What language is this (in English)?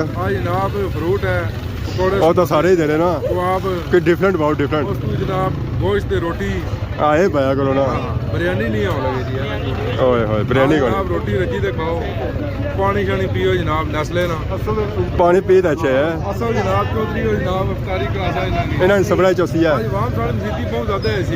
Pahari-Potwari